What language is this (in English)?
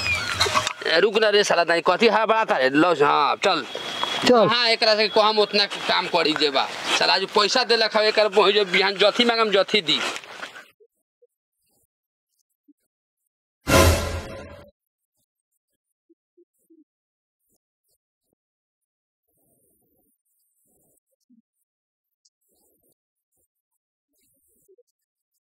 Bhojpuri